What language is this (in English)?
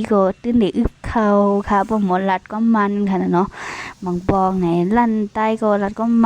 Shan